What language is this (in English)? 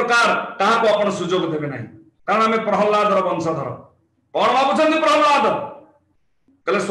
Odia